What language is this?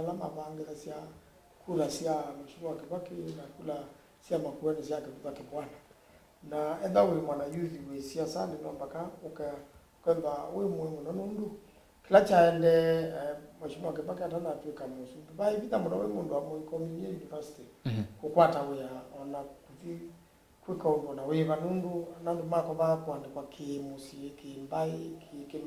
Kamba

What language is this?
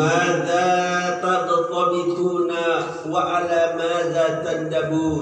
Sasak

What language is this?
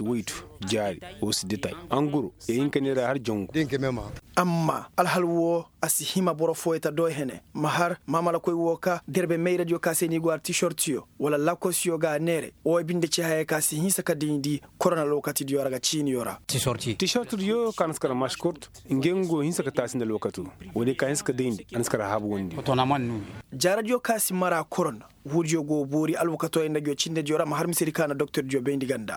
Koyraboro Senni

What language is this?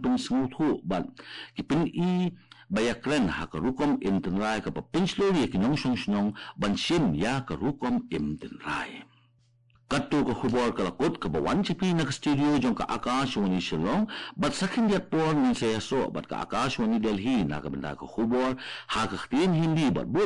Khasi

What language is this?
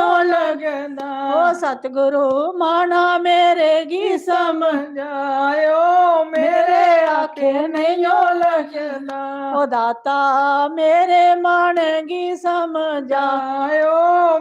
Dogri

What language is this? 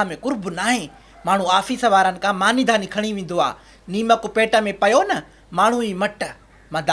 Sindhi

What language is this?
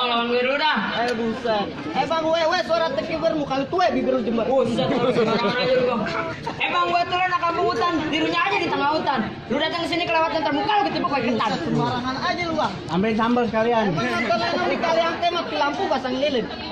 Betawi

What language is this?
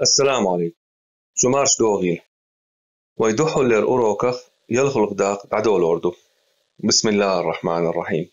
Chechen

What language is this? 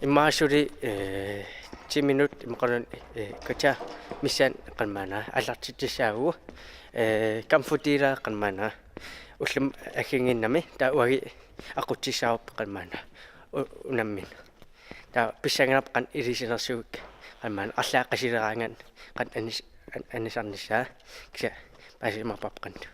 Kalaallisut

